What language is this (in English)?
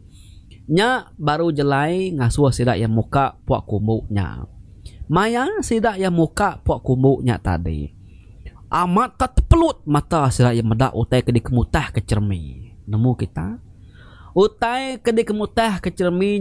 Iban